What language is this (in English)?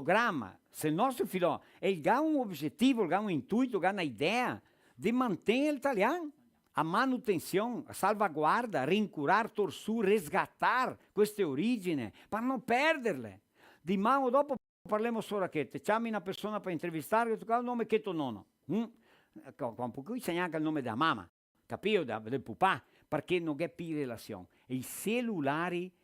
Venetian